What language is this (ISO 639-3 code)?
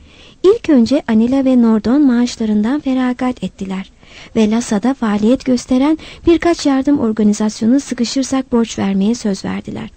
tur